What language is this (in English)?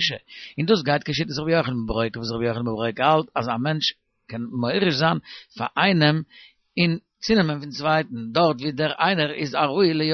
Yiddish